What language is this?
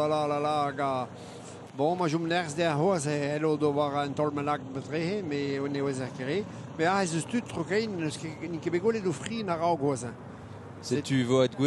Breton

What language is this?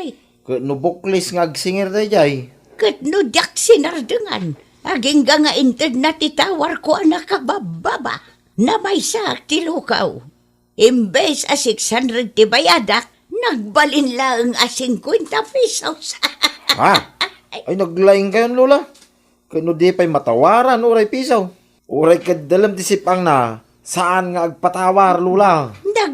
Iloko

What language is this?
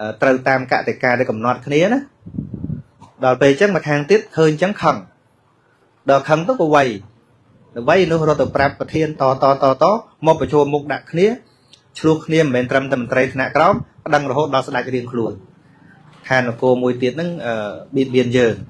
Khmer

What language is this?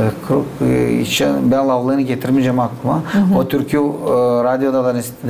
Gagauz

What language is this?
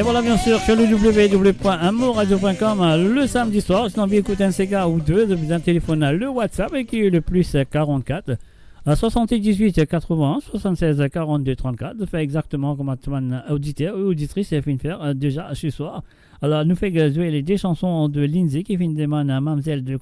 Morisyen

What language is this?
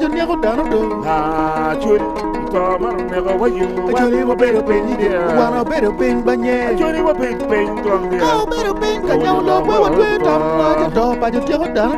Acoli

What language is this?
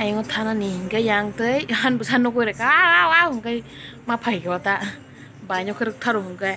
Kok Borok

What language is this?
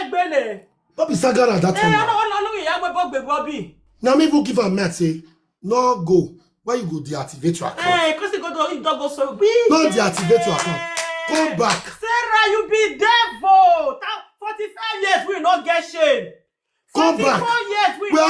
Nigerian Pidgin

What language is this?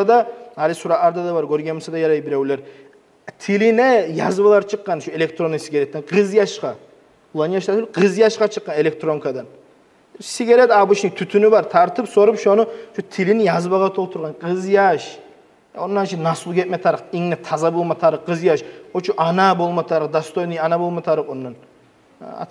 Kumyk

